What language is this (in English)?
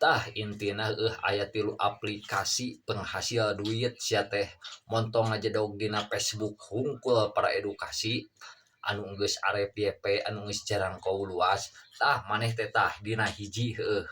Sundanese